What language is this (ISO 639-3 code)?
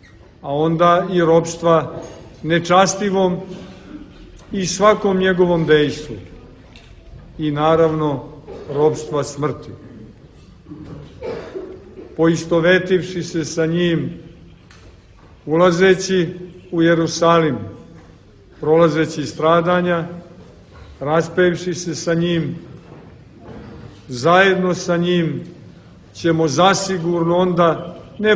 srp